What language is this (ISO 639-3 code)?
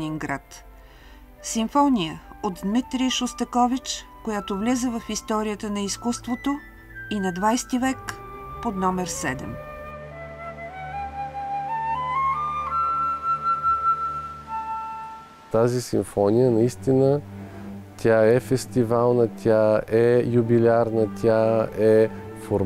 bul